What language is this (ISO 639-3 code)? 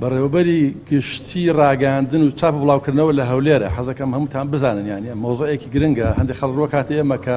ckb